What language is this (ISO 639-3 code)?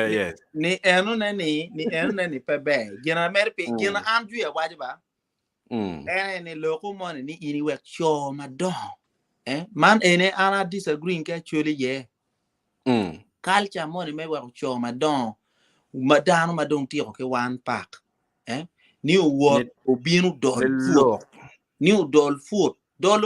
ach